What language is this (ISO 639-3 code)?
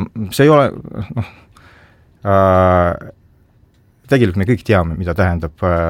est